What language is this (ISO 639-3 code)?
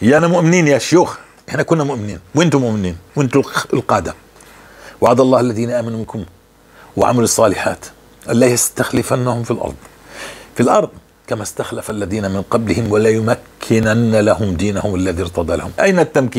apc